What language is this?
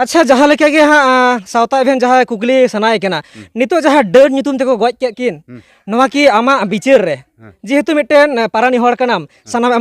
Santali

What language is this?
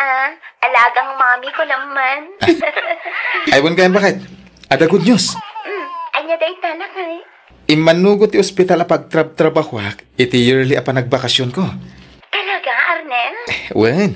Iloko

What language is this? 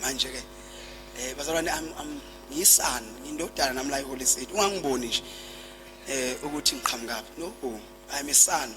Zulu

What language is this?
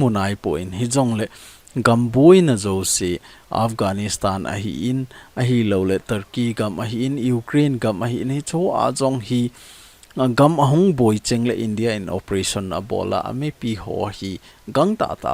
Thado Chin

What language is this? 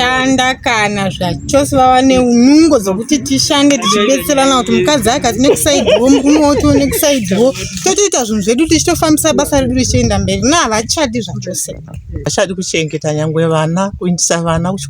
Shona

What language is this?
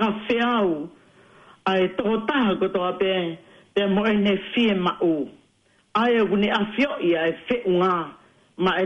Tongan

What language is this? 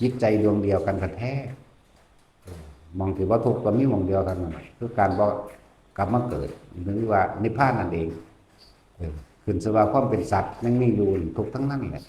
Northeastern Thai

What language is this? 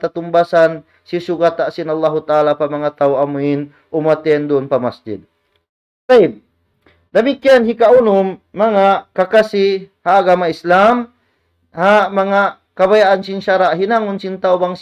Tausug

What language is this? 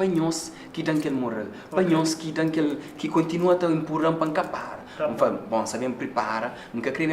Kabuverdianu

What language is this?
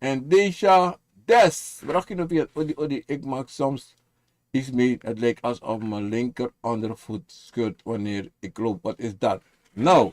Sranan Tongo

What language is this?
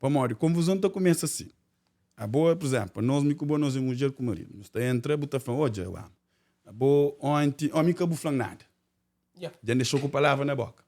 Kabuverdianu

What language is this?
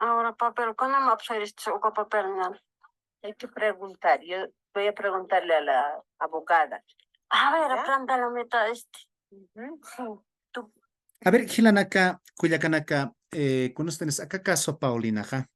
Aymara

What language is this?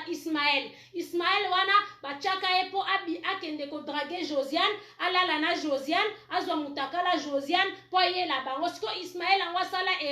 Lingala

